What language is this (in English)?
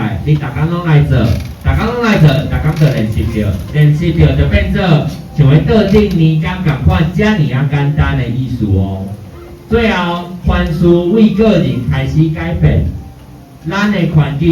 Min Nan Chinese